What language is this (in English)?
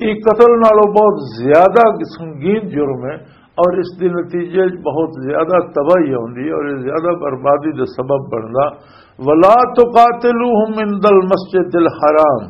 Western Panjabi